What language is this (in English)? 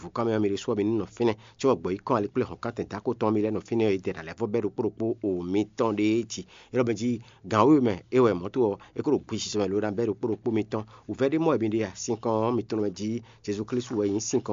Fon